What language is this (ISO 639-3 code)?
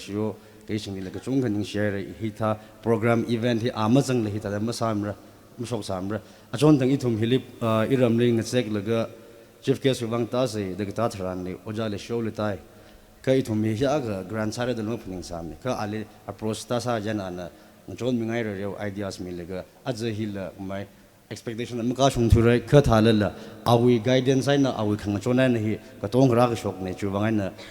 nmf